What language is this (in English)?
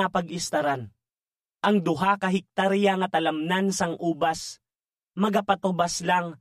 Hiligaynon